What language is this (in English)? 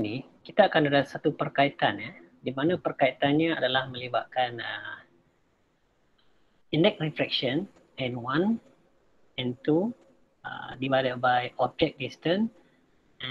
Malay